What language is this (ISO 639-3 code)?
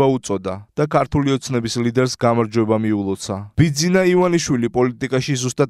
kat